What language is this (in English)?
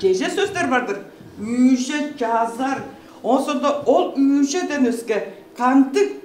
Tuvinian